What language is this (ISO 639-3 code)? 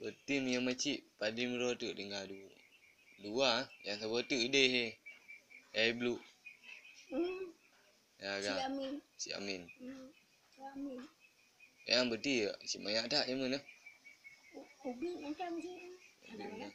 ace